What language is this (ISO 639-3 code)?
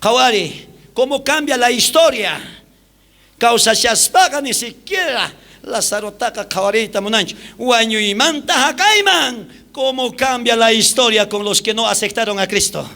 quh